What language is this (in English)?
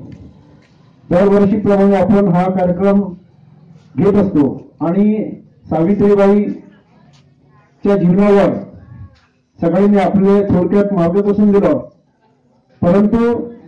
Marathi